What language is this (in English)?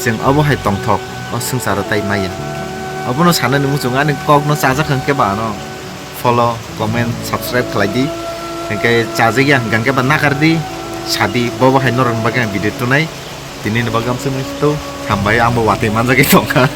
Kok Borok